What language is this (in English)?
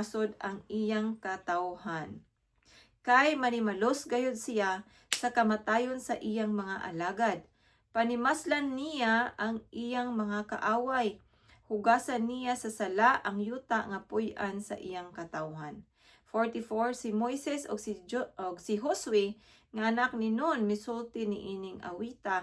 Cebuano